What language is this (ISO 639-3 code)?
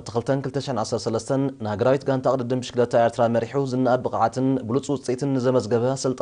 tir